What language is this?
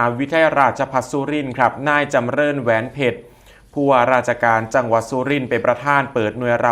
Northeastern Thai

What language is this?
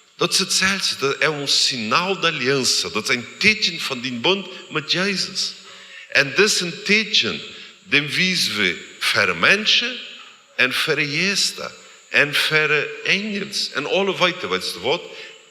Plautdietsch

